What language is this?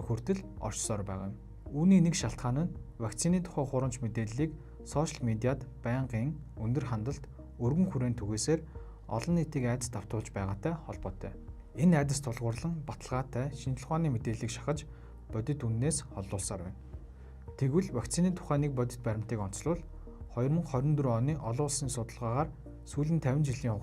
Mongolian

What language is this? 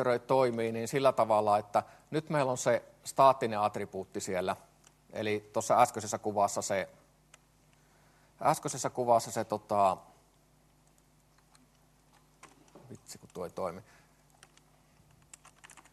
Finnish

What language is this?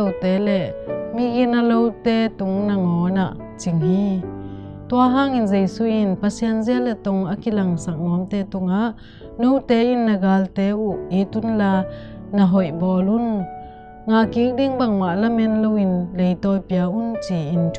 Tedim Chin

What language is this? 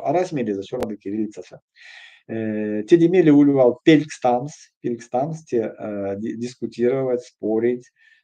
Erzya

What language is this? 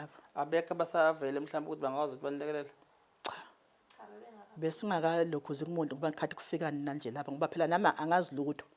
Zulu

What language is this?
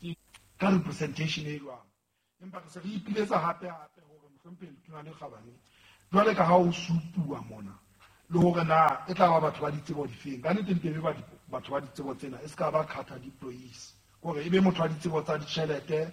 Southern Sotho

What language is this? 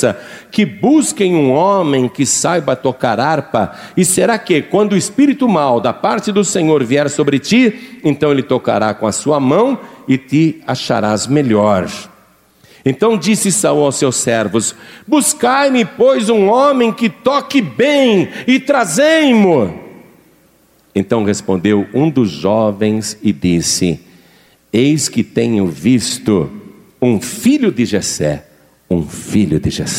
Portuguese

